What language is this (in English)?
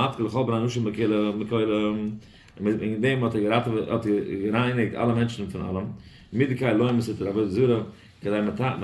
Yiddish